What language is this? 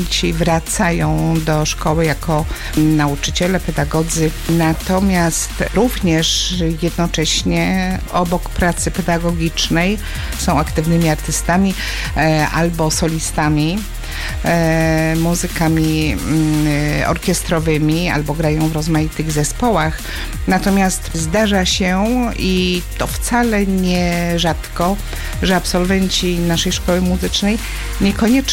Polish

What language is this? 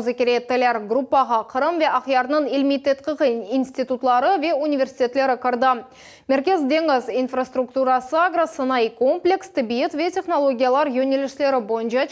Crimean Tatar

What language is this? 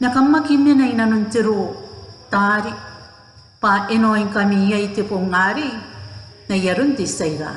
Gilbertese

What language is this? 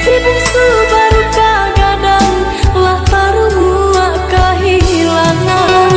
Minangkabau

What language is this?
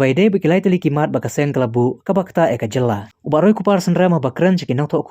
Khasi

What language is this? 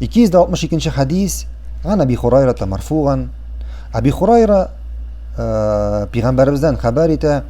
Tatar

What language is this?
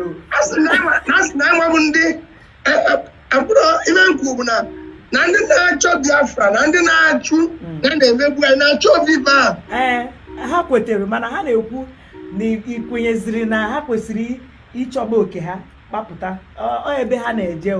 Igbo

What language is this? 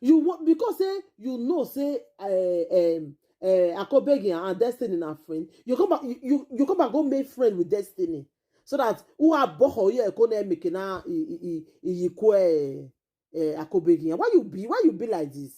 Nigerian Pidgin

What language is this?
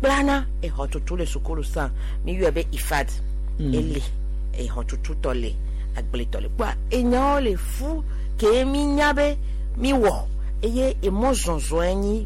Gen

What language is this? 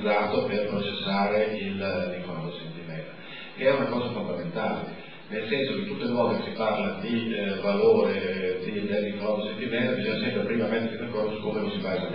Italian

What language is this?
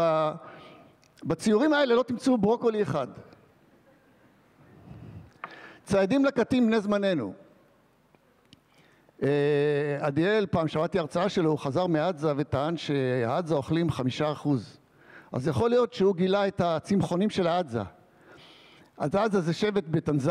Hebrew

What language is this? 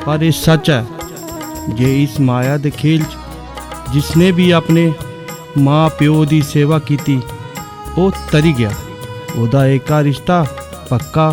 Dogri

